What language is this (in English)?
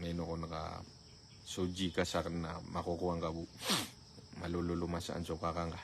Maranao